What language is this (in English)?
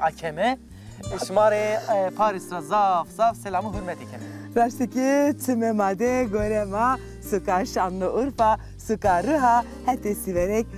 Zaza